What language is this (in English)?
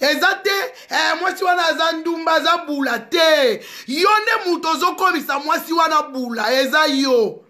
Lingala